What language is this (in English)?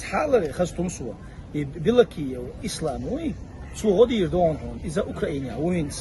Chechen